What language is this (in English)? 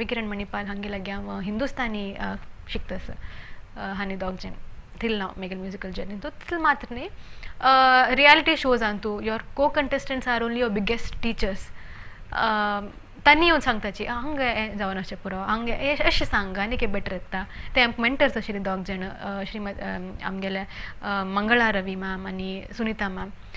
Konkani